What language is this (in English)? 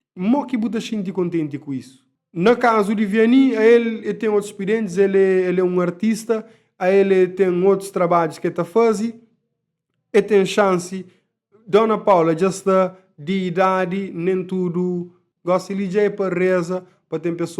Kabuverdianu